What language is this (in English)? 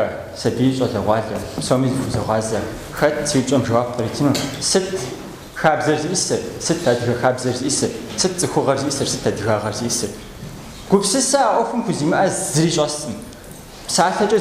Kabardian